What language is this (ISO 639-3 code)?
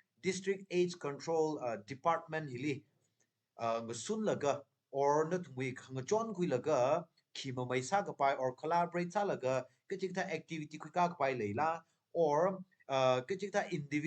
nmf